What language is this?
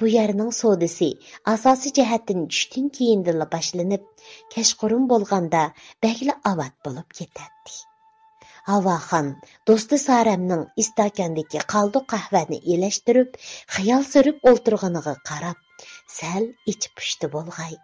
Uyghur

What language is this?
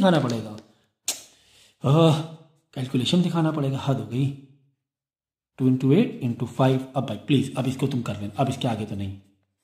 Hindi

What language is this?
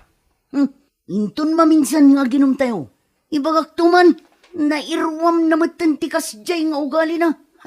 Iloko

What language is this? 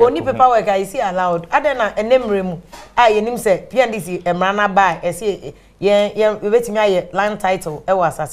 Akan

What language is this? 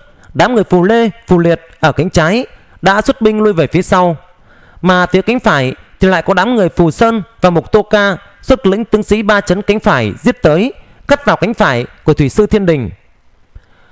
Vietnamese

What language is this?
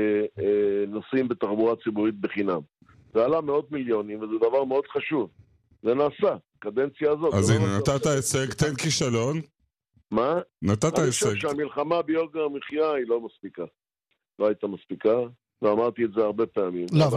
Hebrew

